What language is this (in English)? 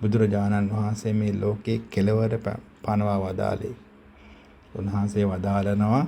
Sinhala